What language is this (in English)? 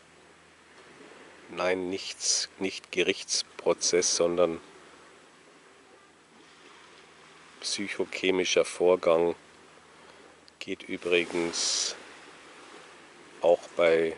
German